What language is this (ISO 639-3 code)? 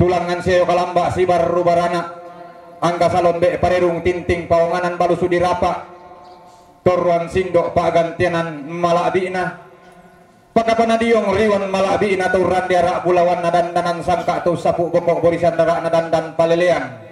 sda